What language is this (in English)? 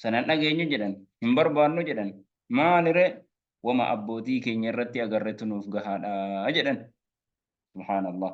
Oromo